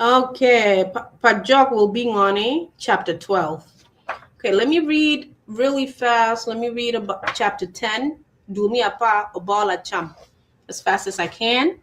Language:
Acoli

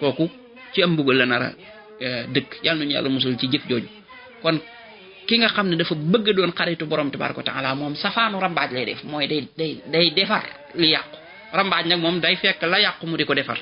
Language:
Wolof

